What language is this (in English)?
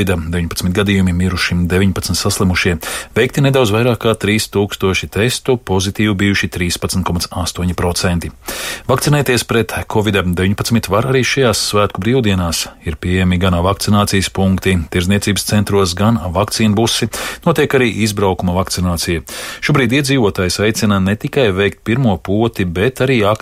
Latvian